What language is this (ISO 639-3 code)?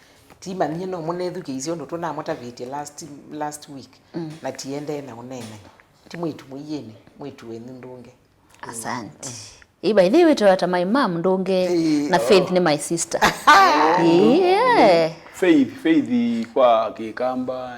kam